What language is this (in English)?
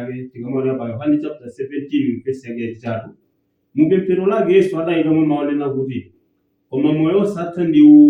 Nyanja